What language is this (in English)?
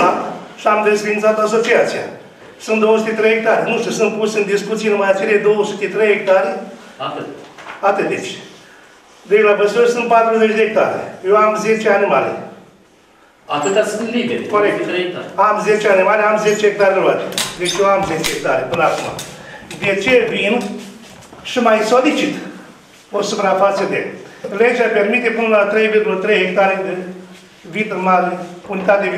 Romanian